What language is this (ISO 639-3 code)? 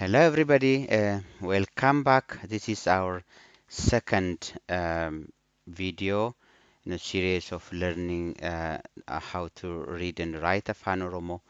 eng